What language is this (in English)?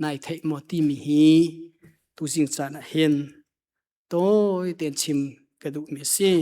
Hakha Chin